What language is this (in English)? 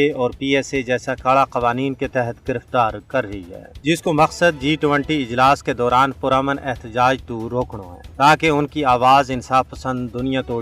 Gujari